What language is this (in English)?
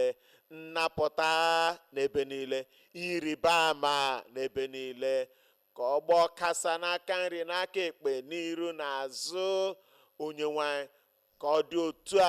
Igbo